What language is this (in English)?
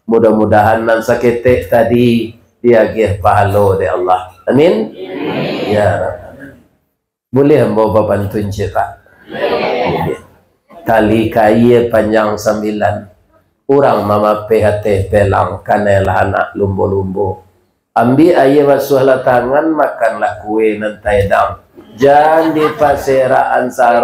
Minangkabau